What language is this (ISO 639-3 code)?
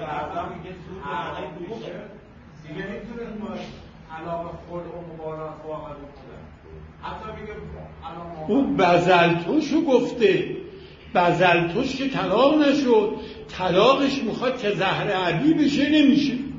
fas